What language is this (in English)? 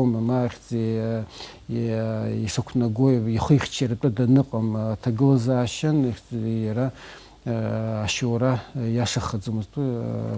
Abkhazian